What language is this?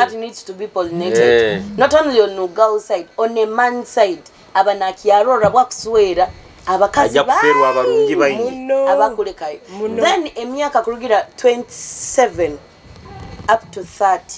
Nyoro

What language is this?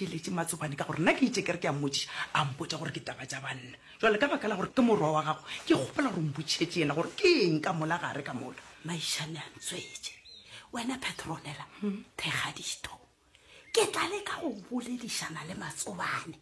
Northern Sotho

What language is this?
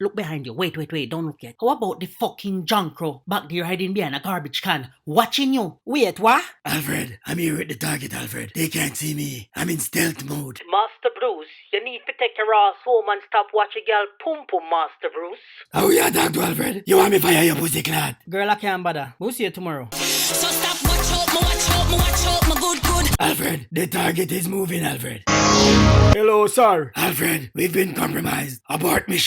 Jamaican Creole English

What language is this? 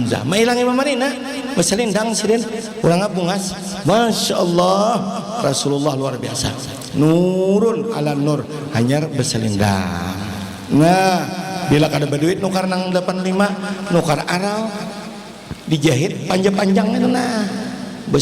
Banjar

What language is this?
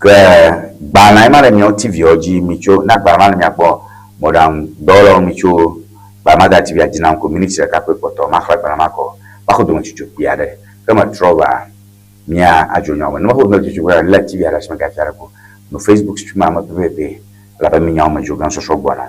Ewe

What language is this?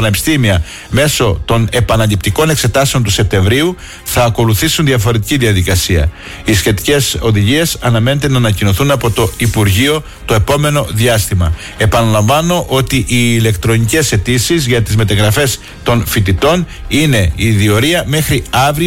Greek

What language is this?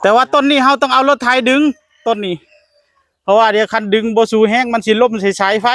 Northeastern Thai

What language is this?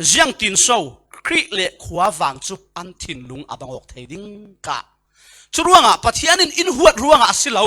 Falam Chin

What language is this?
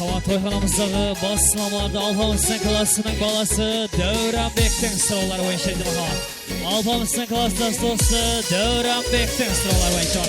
Kara-Kalpak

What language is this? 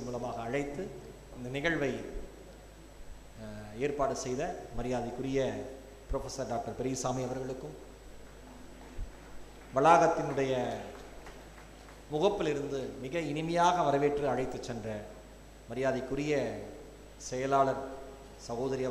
Tamil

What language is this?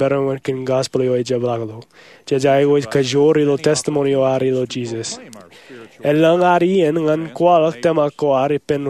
Marshallese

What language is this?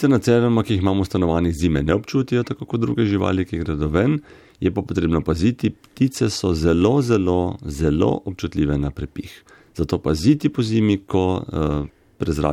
Slovenian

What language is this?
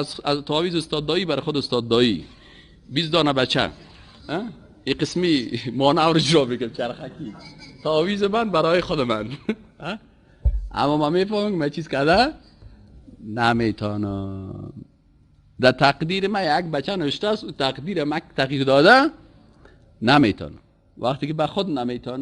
Persian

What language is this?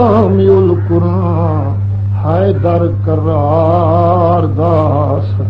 Saraiki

